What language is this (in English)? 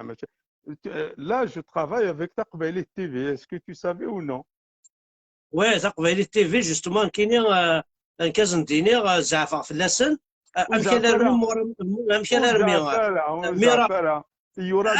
Kabyle